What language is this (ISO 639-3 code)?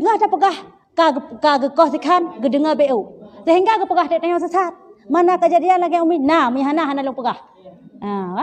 ace